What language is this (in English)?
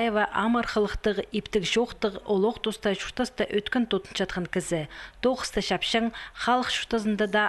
Khakas